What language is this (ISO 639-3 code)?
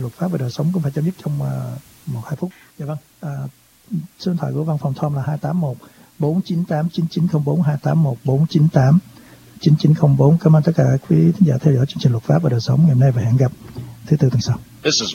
vie